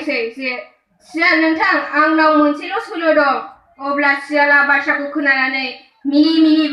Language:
Bodo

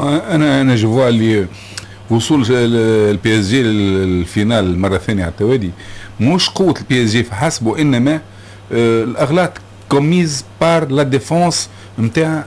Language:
Tunisian Arabic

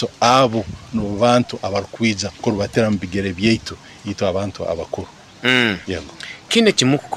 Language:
Nyoro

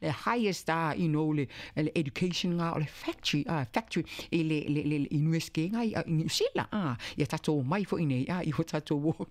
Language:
Samoan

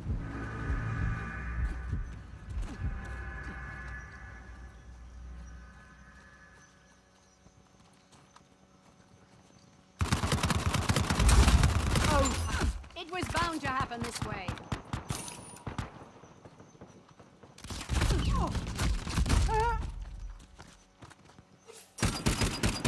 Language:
English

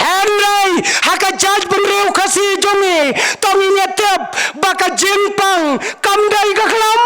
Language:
Khasi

